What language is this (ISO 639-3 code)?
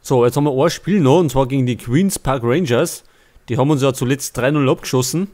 bar